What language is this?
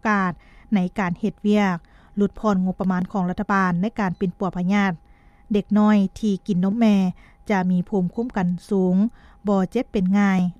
Lao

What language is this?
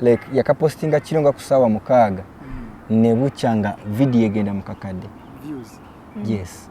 Ganda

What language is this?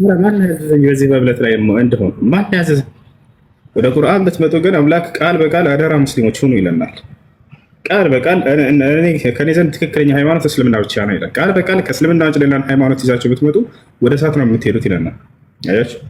Amharic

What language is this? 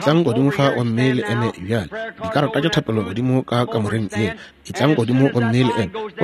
Northern Sotho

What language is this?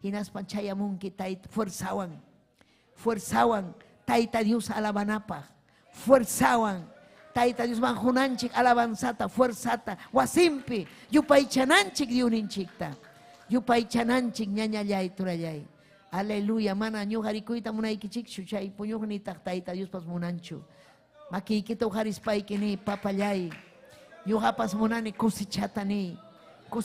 Ayacucho Quechua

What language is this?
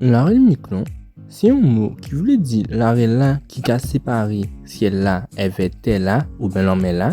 Guadeloupean Creole French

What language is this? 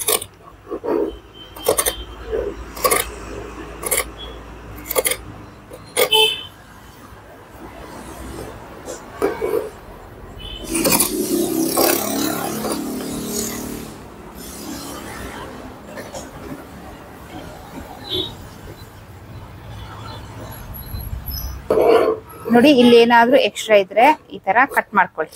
Kannada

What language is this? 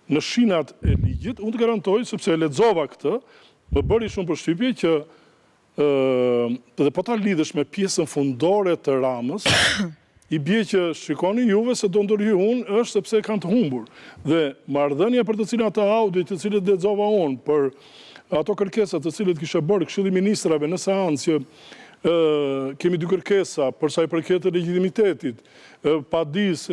Albanian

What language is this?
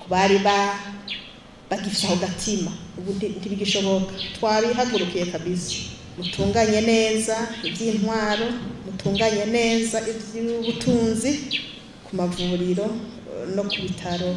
Rundi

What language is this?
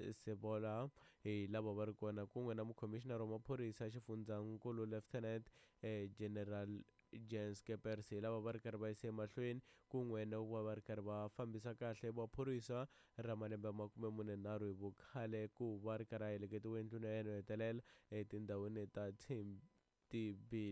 Tsonga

